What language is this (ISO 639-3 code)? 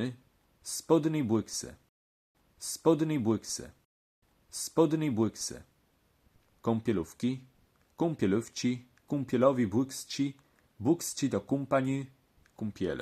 csb